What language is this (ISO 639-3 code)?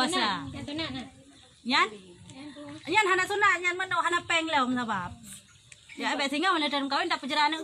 ace